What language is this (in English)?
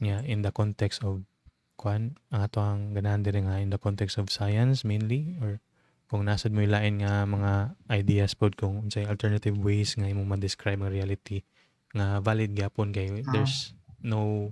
Cebuano